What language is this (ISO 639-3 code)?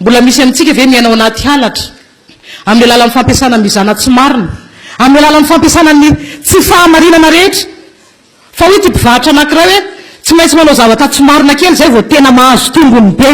mlg